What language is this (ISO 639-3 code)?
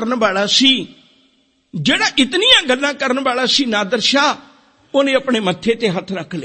pan